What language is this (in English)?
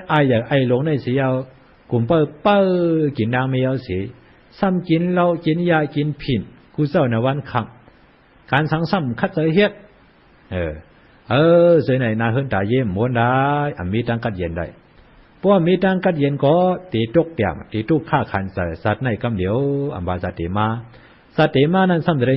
Shan